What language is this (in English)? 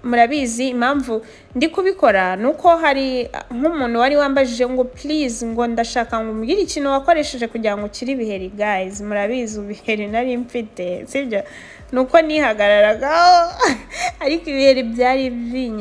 Kinyarwanda